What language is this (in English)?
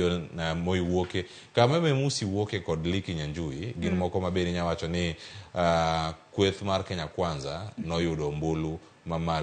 Luo (Kenya and Tanzania)